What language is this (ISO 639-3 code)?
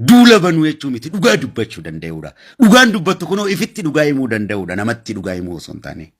orm